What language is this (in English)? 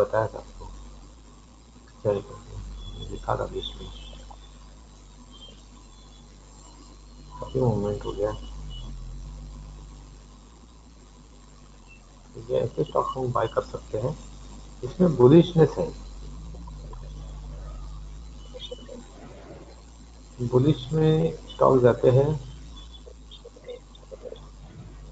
Hindi